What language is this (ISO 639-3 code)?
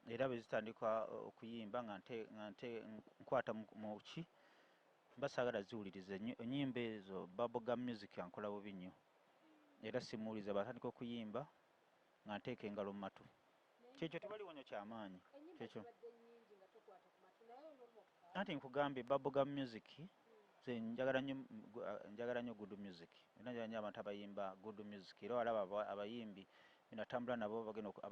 lug